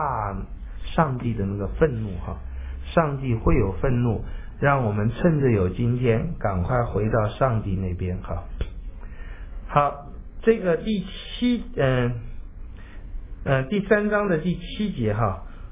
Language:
Chinese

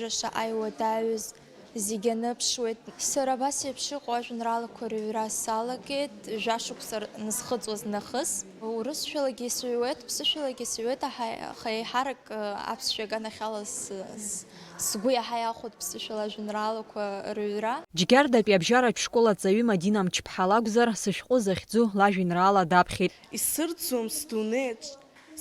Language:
Abkhazian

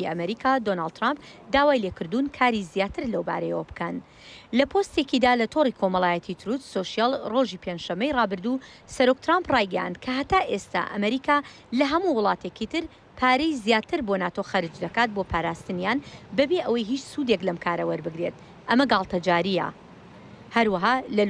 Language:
Central Kurdish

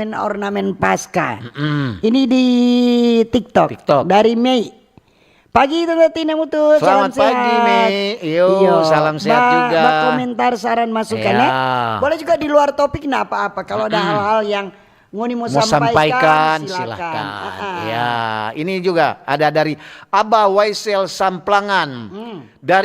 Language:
Manado Malay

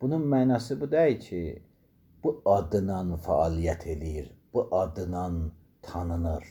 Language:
Azerbaijani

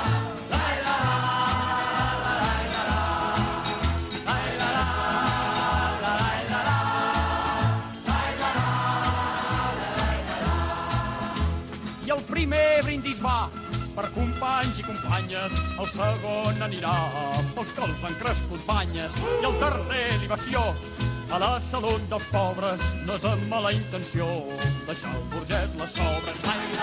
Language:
Catalan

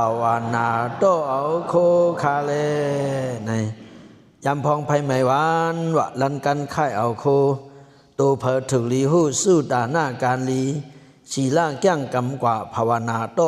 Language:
Shan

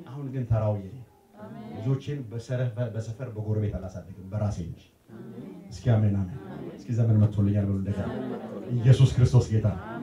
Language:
Amharic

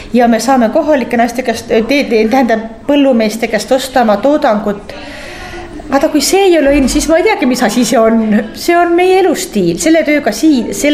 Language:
Estonian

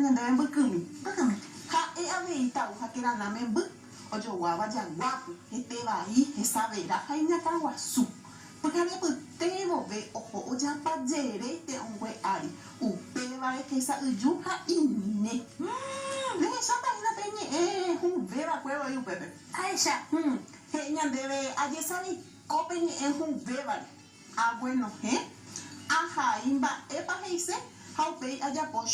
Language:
Guarani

